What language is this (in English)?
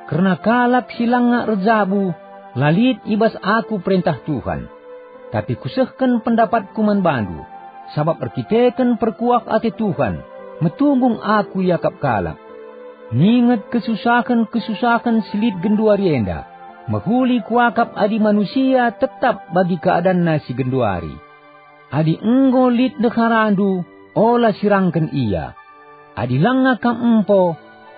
Batak Karo